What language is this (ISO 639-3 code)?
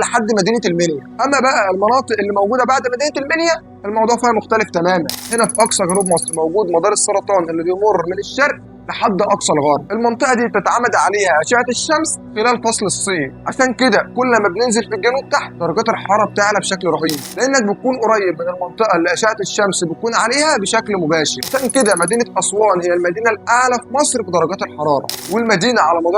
arz